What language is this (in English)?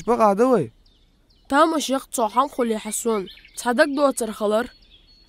Ingush